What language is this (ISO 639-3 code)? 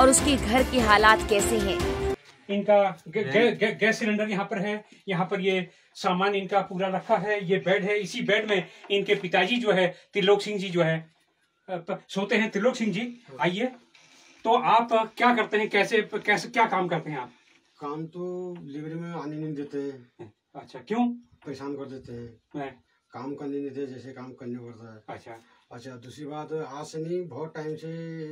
hin